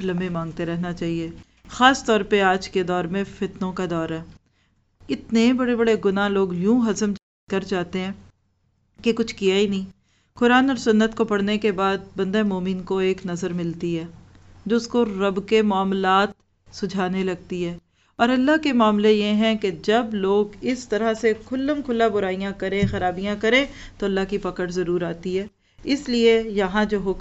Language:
Urdu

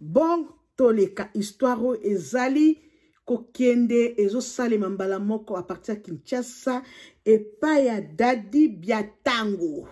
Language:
Lingala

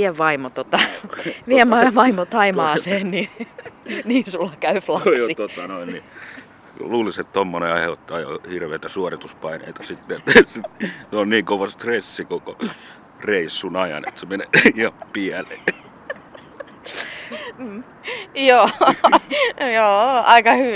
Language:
Finnish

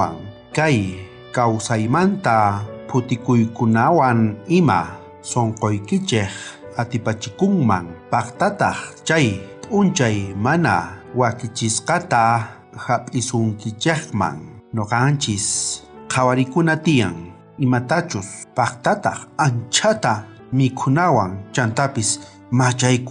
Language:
South Bolivian Quechua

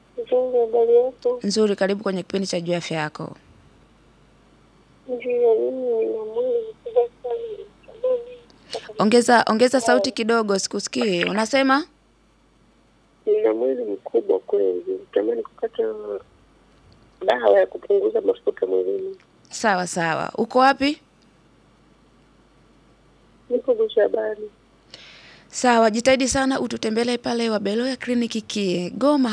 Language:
Swahili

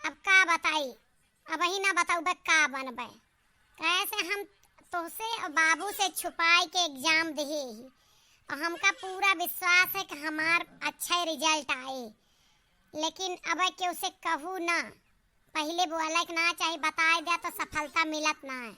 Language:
Awadhi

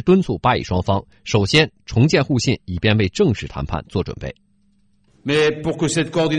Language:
Chinese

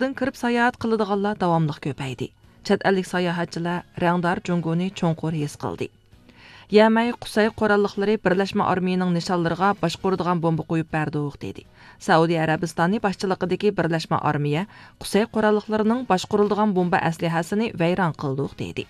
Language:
Uyghur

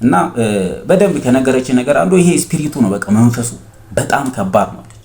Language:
Amharic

